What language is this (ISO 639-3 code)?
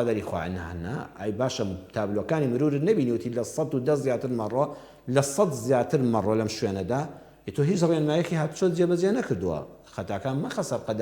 ckb